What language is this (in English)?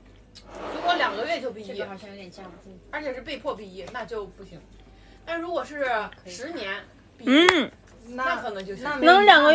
Chinese